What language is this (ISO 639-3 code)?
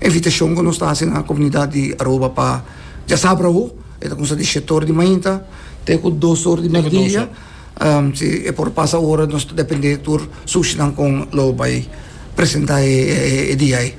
pap